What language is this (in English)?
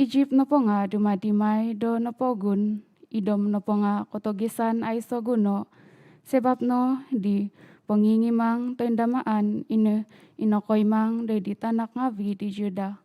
Central Dusun